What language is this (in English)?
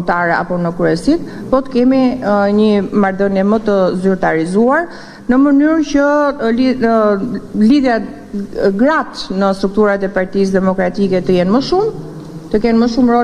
Albanian